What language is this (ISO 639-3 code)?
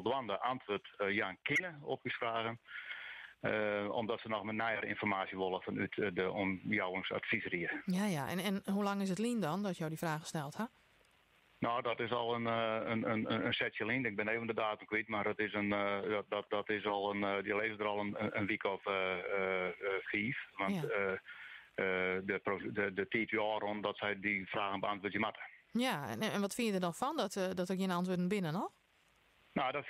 fry